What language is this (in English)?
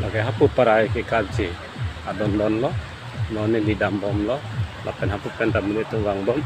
Karbi